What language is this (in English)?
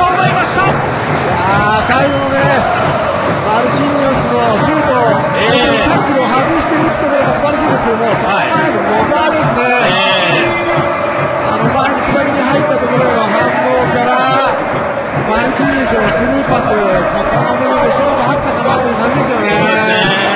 Japanese